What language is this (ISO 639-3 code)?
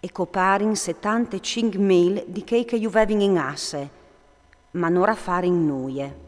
fur